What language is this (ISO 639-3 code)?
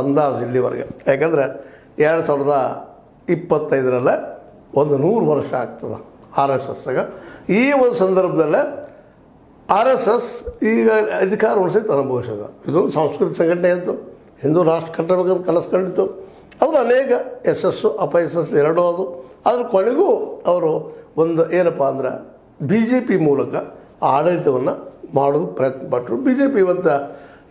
kan